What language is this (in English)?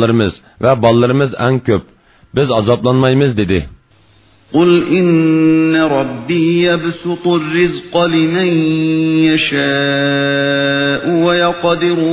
Uyghur